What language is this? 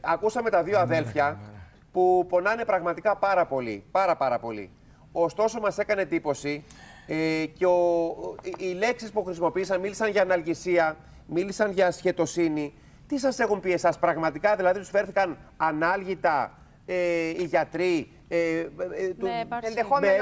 Greek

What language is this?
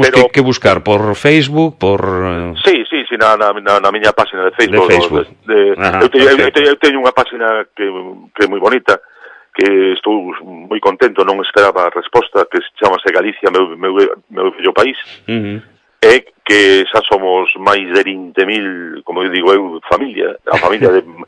Galician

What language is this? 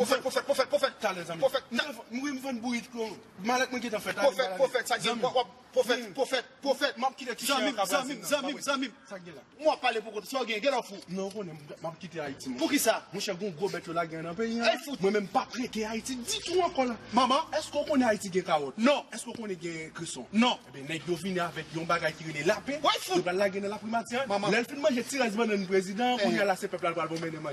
Haitian Creole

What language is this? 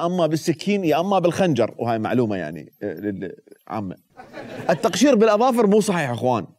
Mesopotamian Arabic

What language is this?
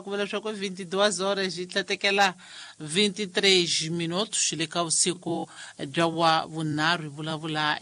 Tsonga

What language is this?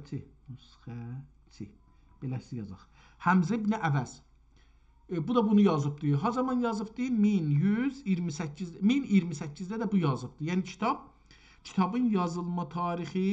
South Azerbaijani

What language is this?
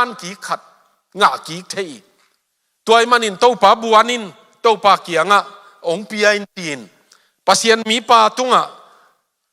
Tedim Chin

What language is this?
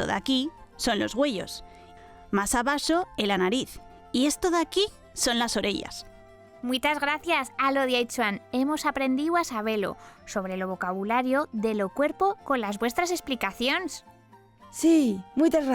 Aragonese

